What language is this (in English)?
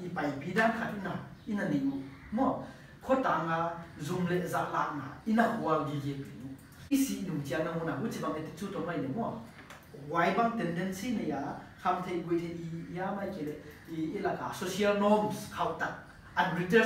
Paite Chin